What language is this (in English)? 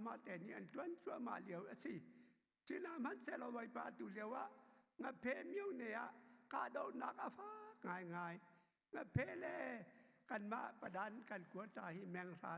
Hakha Chin